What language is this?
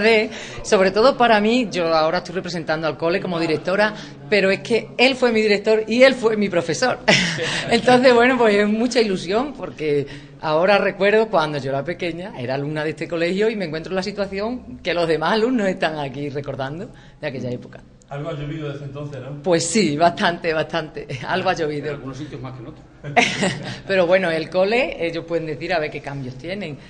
Spanish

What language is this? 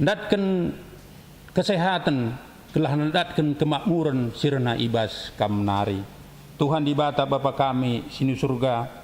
Batak Karo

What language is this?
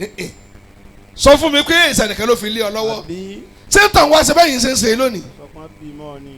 Yoruba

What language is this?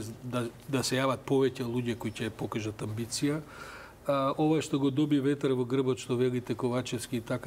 Macedonian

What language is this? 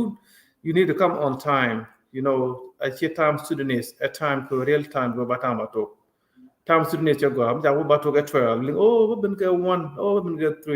Nuer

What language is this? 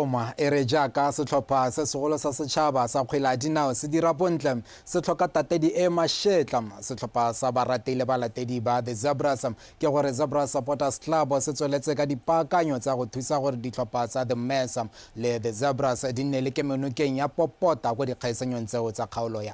Tswana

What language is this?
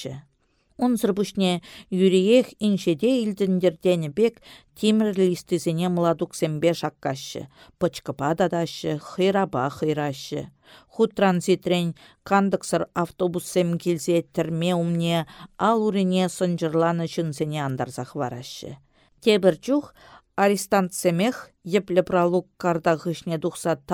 Chuvash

